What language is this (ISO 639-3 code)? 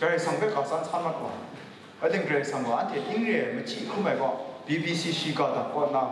kac